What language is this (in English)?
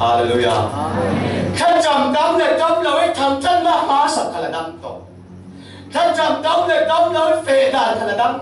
Falam Chin